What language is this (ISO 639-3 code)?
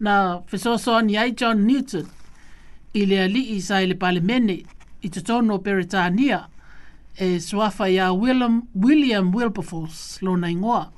smo